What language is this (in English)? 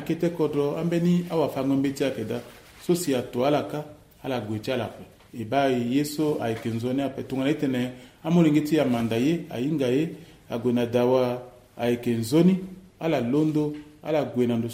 Sango